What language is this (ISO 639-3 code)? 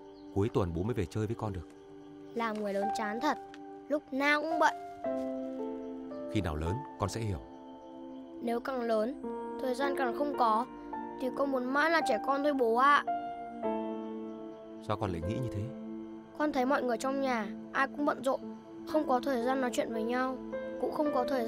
vie